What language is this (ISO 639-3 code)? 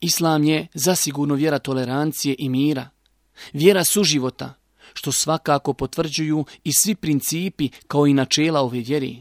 bos